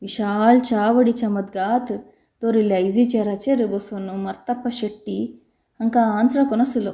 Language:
Konkani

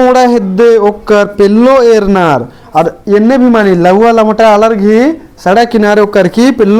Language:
Kurukh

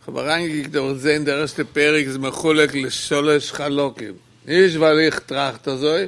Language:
Yiddish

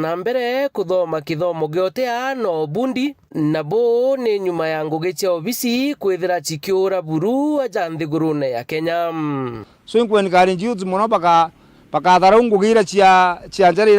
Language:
Meru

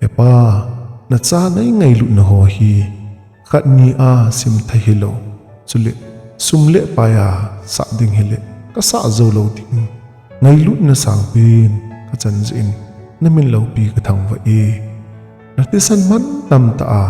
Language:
Thado Chin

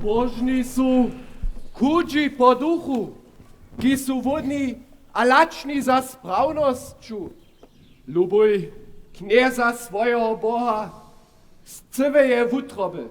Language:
Upper Sorbian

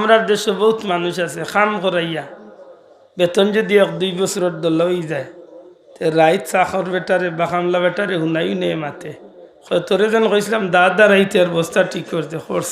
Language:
Sylheti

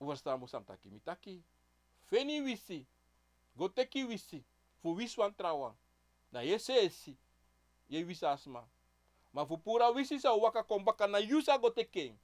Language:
Sranan Tongo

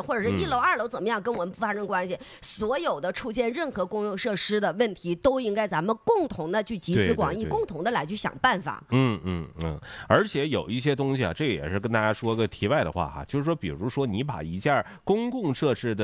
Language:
Chinese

